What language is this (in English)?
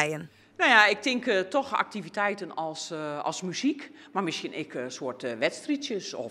Western Frisian